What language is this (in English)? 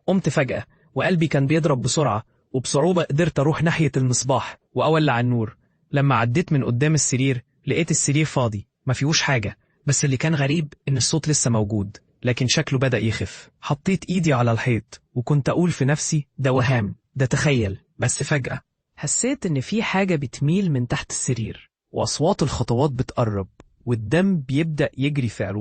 Egyptian Arabic